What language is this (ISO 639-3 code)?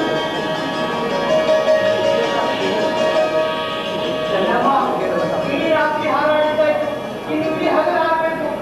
kan